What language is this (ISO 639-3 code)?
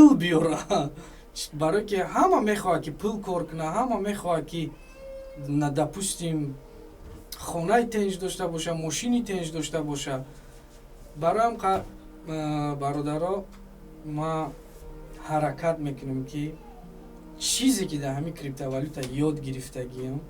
tgk